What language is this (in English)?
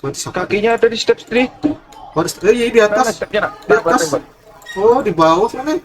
Banjar